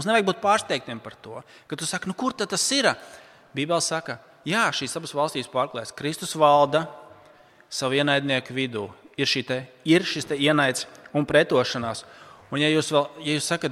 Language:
Latvian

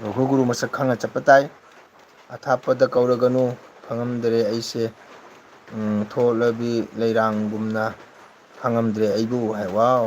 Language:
Manipuri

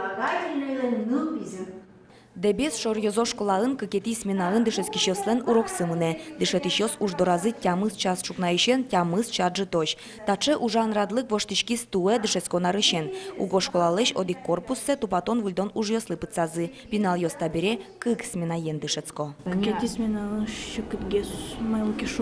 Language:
Udmurt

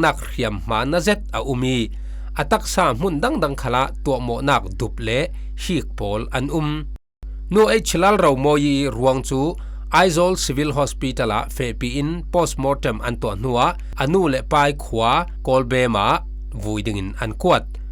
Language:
Falam Chin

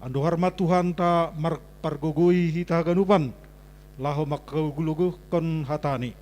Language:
Batak Simalungun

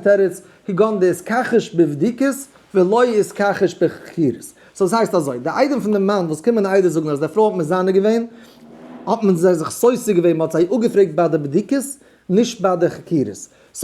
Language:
Yiddish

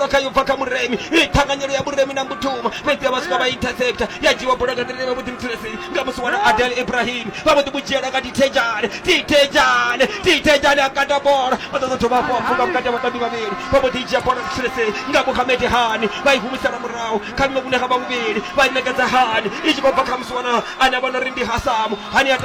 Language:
Venda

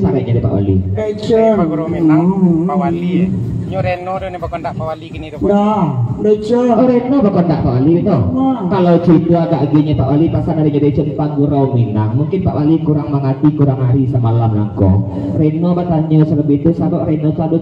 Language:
Minangkabau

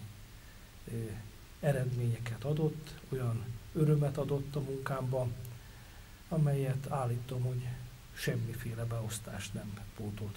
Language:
Hungarian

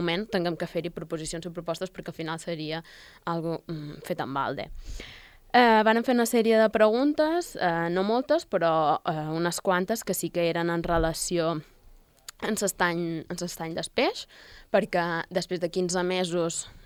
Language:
Catalan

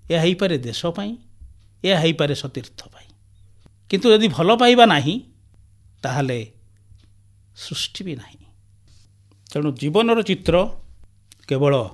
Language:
Odia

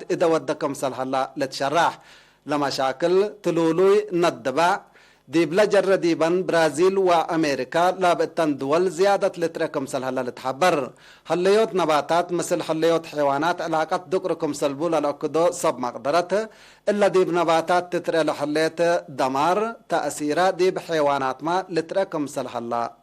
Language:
Tigre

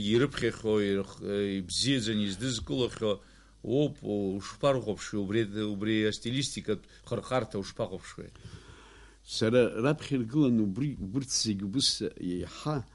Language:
Abkhazian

